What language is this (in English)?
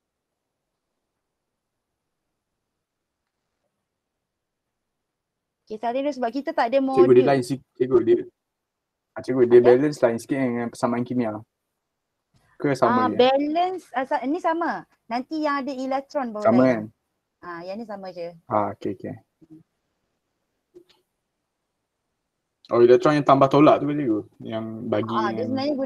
Malay